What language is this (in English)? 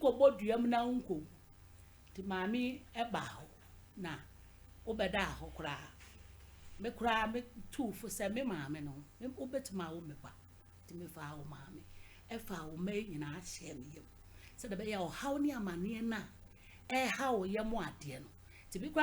Akan